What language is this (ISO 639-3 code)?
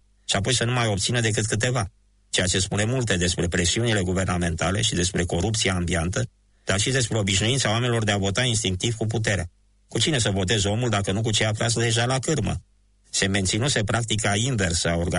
ron